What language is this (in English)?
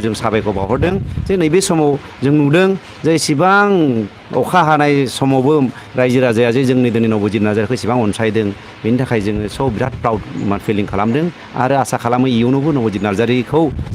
Bodo